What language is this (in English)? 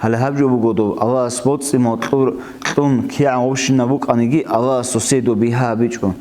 Avaric